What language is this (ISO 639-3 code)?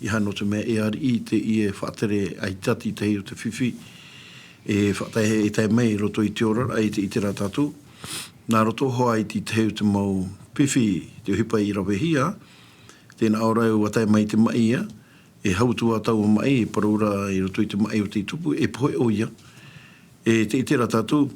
tah